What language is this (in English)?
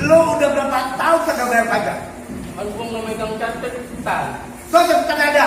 Betawi